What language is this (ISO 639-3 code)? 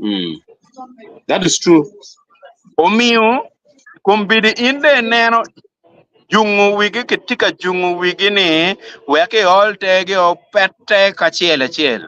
ach